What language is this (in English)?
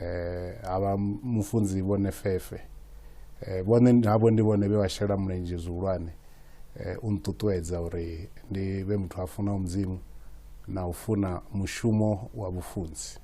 Venda